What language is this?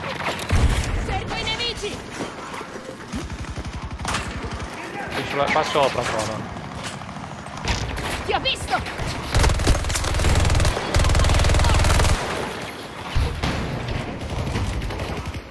Italian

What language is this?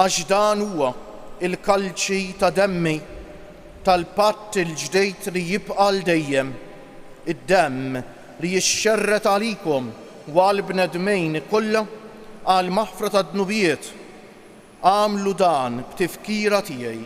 Maltese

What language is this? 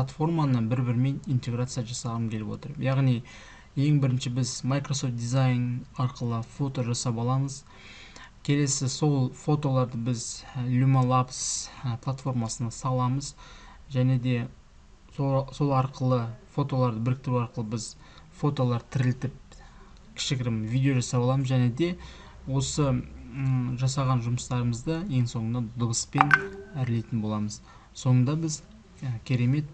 Kazakh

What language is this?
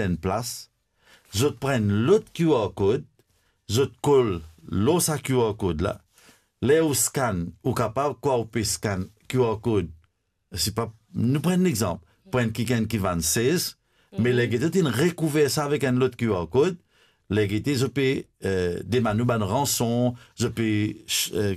Morisyen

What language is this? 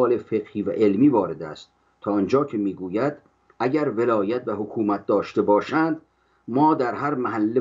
Persian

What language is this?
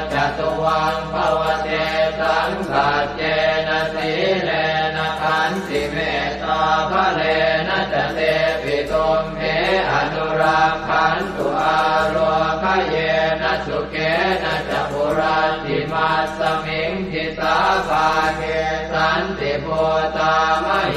Pali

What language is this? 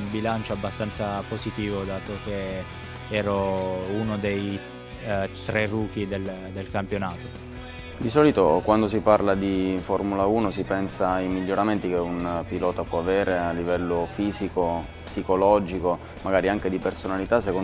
Italian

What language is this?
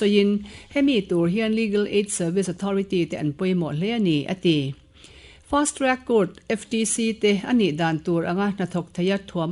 Mizo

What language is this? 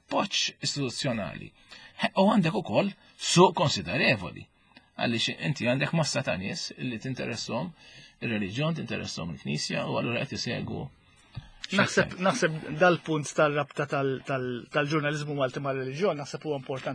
Maltese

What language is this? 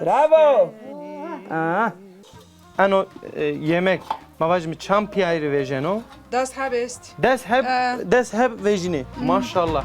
Zaza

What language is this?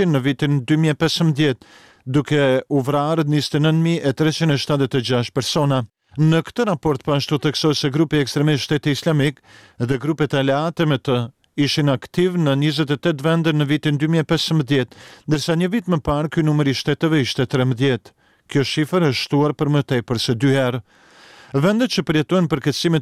Albanian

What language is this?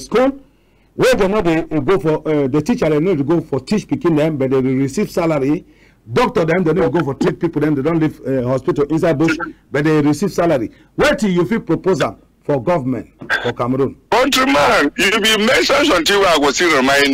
Cameroon Pidgin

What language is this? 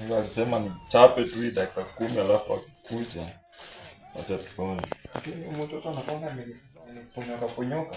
Swahili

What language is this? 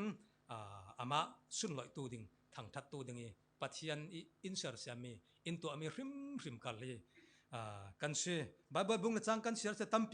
Falam Chin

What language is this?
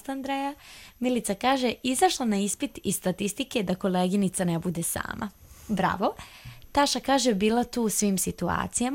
Croatian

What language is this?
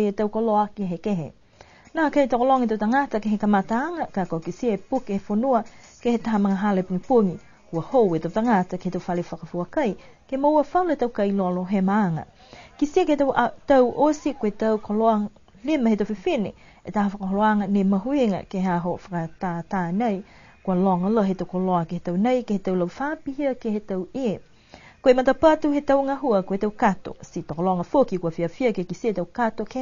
Niuean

